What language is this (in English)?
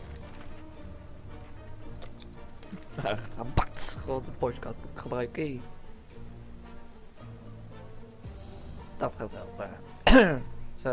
Dutch